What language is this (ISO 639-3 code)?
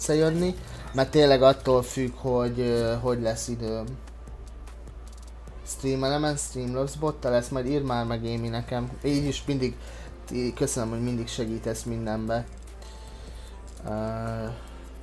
hun